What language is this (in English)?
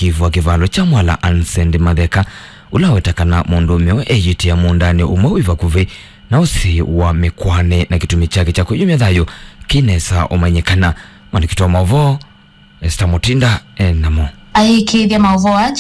Kamba